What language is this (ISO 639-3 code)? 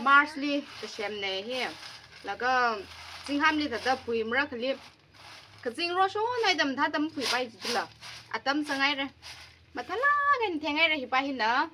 nmf